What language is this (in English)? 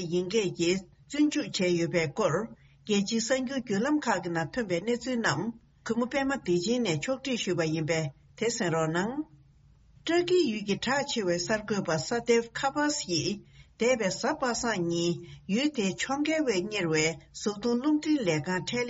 Tibetan